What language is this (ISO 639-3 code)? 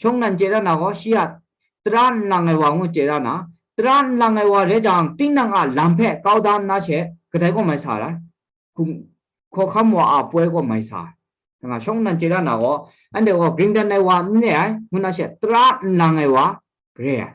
kac